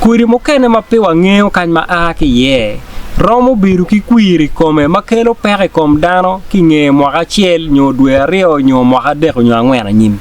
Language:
Acoli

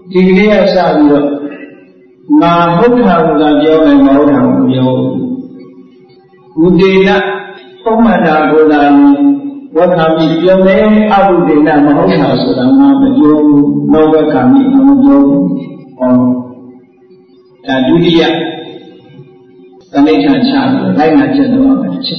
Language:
Burmese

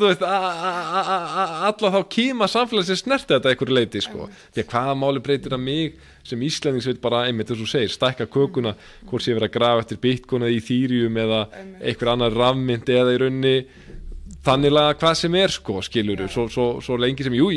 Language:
Icelandic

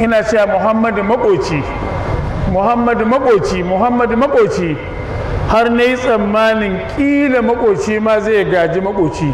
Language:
Hausa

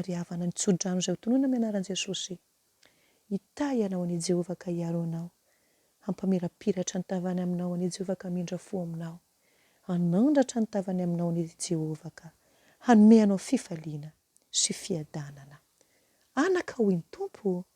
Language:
Malagasy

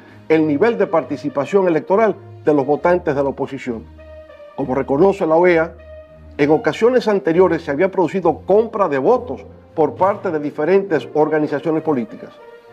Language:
Spanish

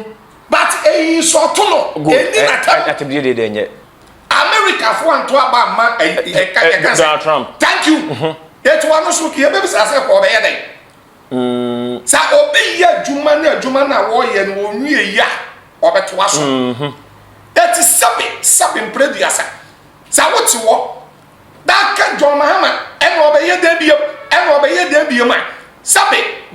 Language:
Akan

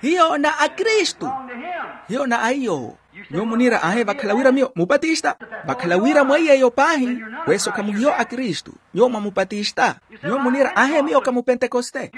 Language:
Makhuwa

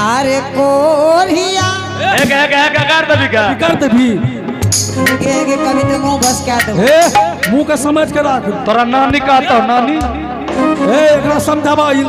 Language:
Angika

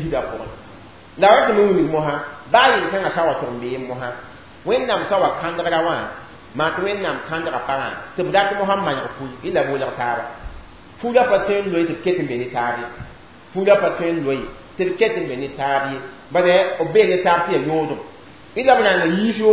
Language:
Mossi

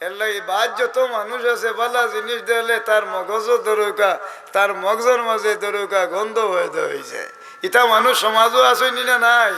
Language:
Sylheti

